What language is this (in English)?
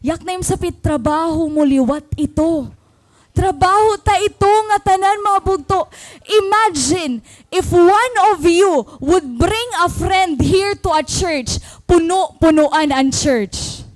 Waray